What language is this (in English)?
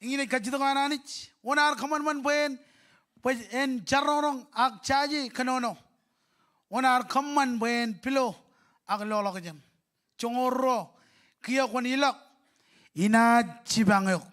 Marshallese